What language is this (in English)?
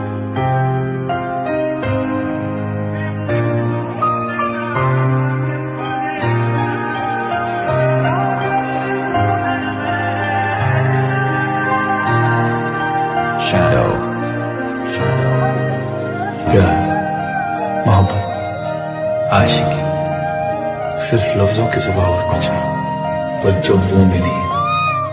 Hindi